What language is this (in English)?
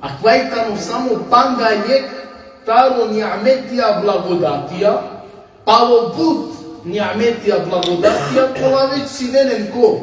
Balkan Romani